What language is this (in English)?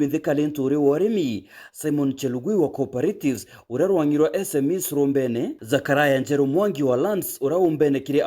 Meru